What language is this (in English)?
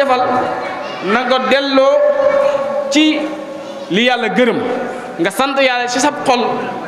Wolof